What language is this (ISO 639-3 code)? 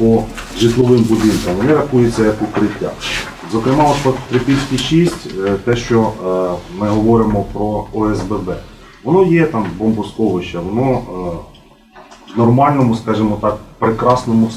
ukr